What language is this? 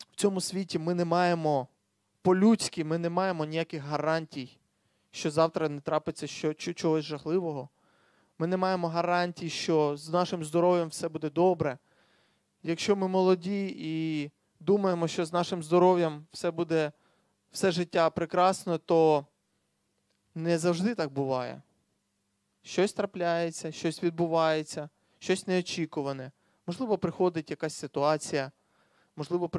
Ukrainian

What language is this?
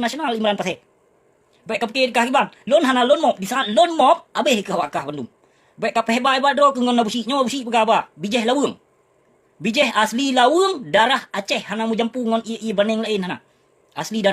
Achinese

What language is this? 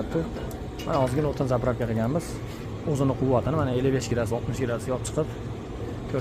Uzbek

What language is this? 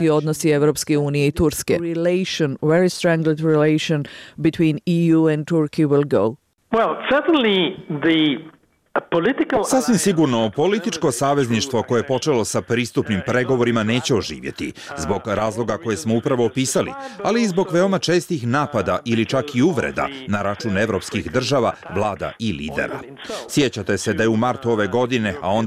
Bosnian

